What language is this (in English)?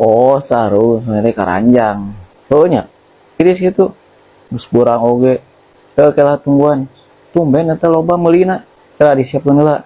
Sundanese